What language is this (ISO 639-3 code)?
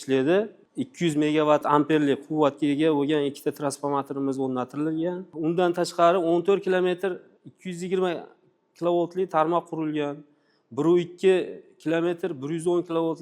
uzb